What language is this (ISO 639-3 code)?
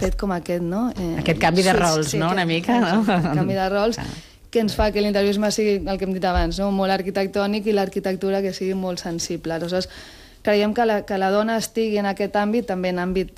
cat